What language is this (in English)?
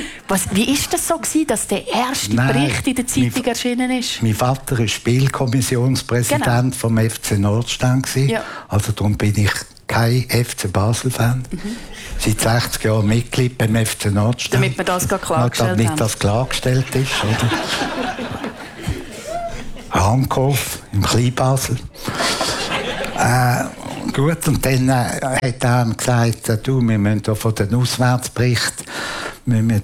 German